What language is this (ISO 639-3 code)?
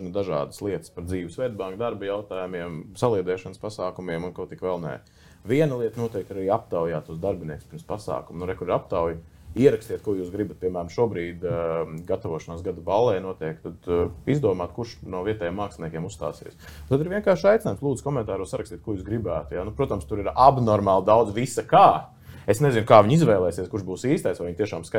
lav